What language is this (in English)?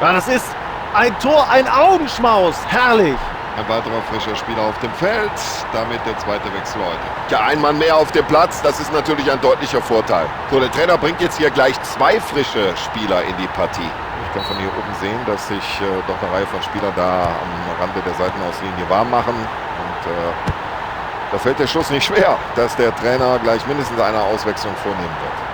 Bavarian